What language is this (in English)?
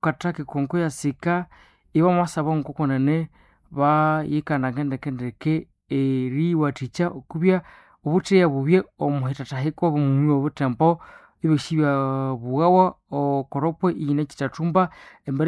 Nande